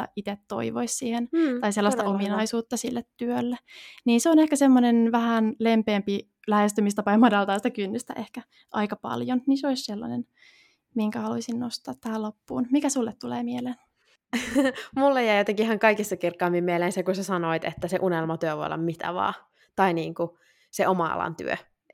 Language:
Finnish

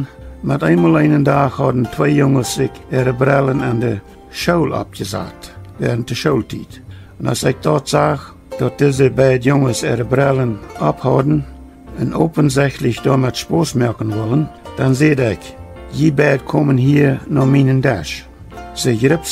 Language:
Plautdietsch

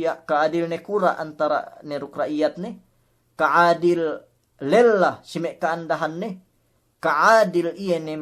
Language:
Yakan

